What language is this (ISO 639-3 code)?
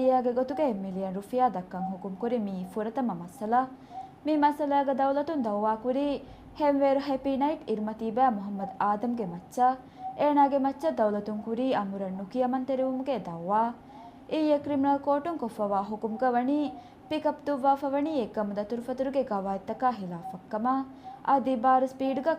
div